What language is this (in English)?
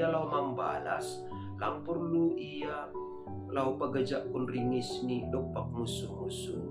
Batak Simalungun